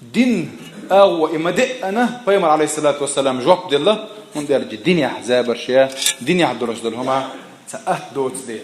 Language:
Chechen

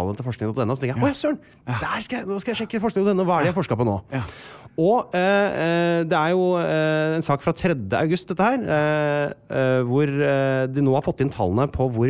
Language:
Norwegian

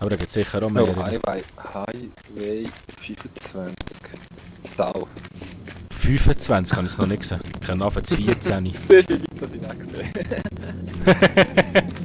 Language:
Swiss German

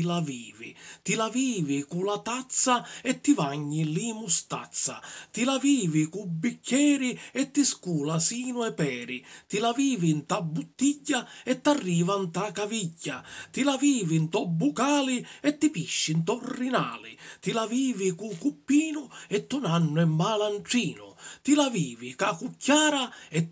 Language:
Sicilian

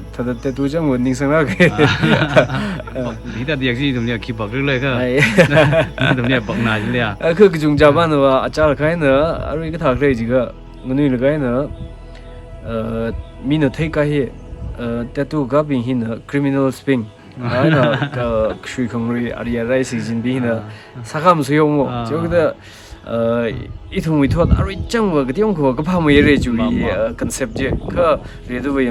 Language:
Tangkhul Naga (India)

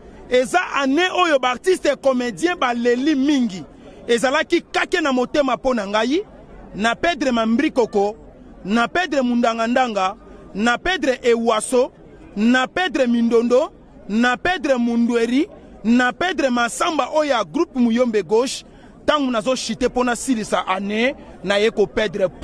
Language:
Lingala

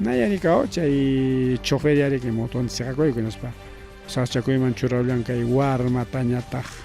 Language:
Ayacucho Quechua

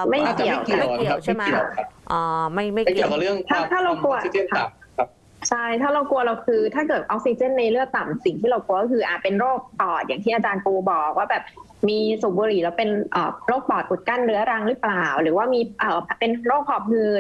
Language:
Thai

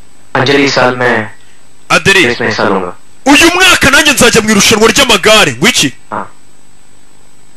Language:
Kinyarwanda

